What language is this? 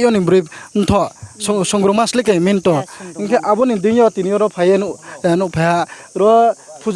Riang (India)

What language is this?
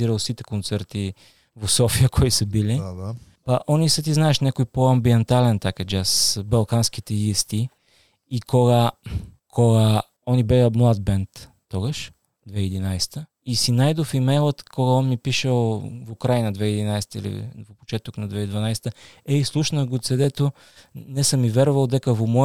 Macedonian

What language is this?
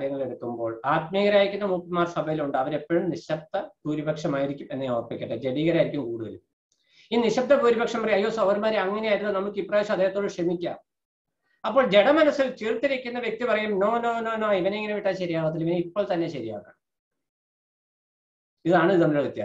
Malayalam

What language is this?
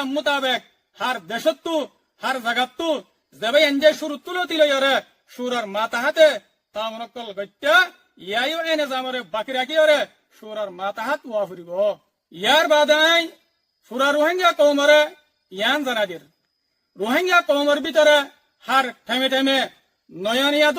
Rohingya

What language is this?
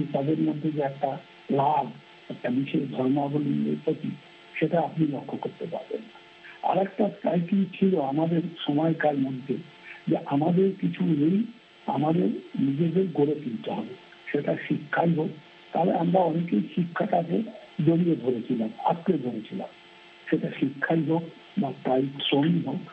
Bangla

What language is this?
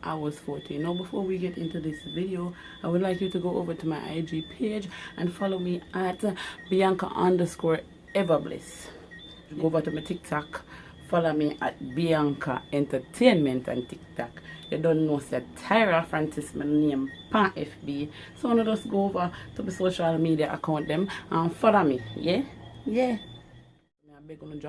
Jamaican Creole English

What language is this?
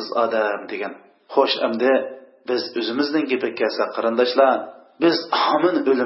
Uyghur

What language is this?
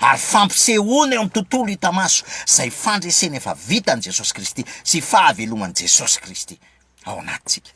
Malagasy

